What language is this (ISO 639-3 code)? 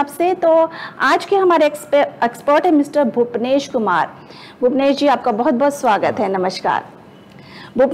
hin